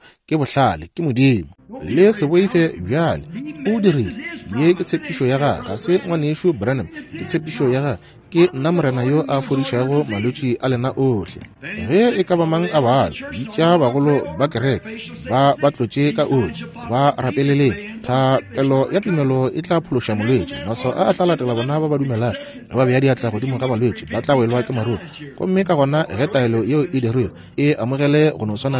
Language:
Northern Sotho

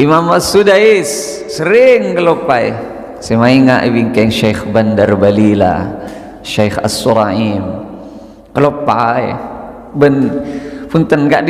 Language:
Madurese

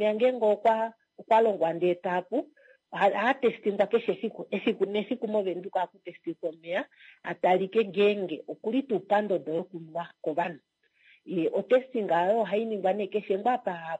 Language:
Kuanyama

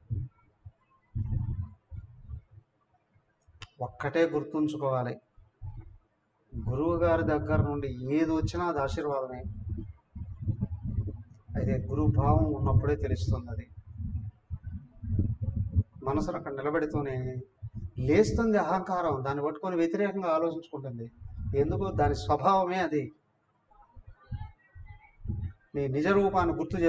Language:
Telugu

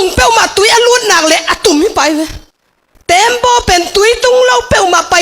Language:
Tedim Chin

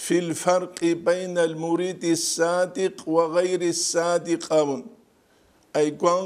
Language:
Avaric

